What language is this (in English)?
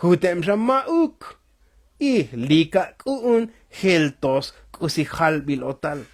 Tzotzil